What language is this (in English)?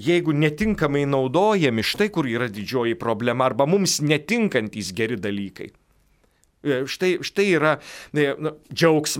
Lithuanian